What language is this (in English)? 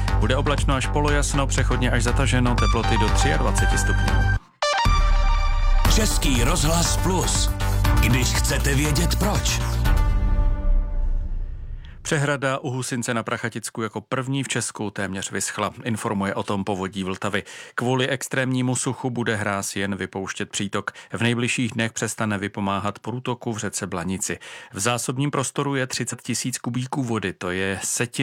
Czech